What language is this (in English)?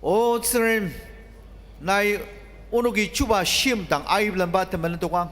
Ao Naga